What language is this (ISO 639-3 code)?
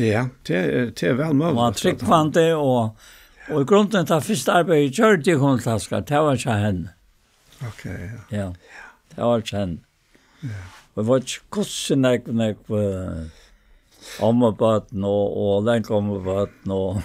fao